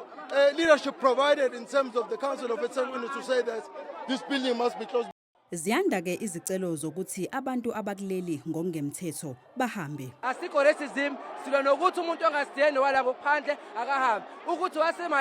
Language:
Zulu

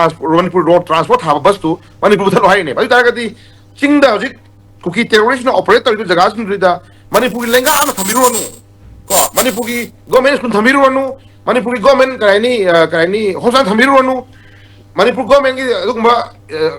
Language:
Manipuri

